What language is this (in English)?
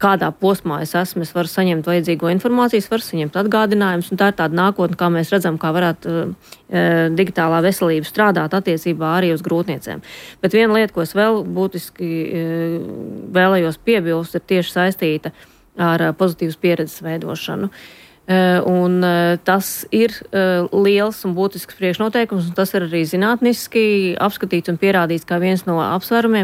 Latvian